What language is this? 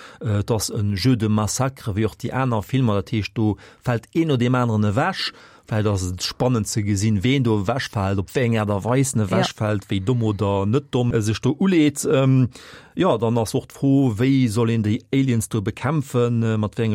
Luxembourgish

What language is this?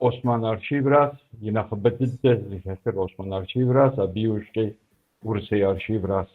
Kabardian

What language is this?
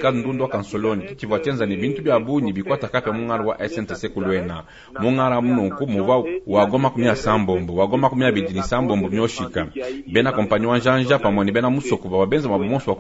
Luba-Lulua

